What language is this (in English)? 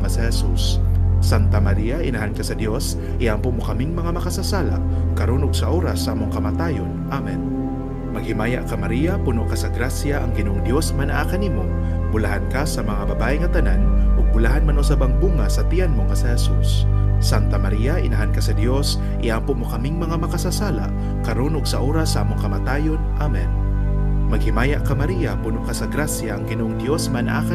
Cebuano